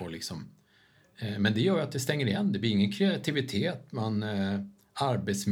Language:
Swedish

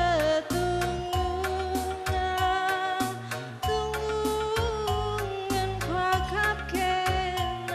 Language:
Batak Karo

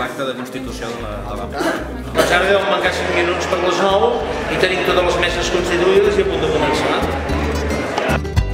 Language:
Catalan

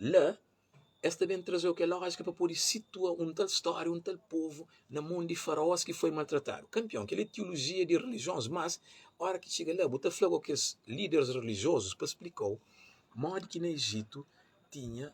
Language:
Kabuverdianu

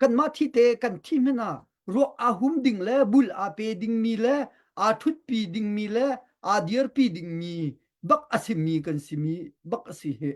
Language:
Hakha Chin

